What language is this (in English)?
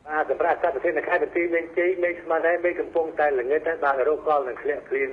Khmer